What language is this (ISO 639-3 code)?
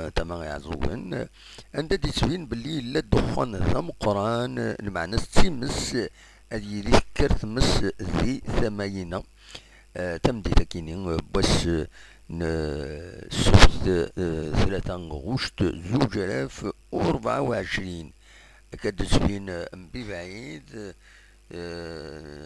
kab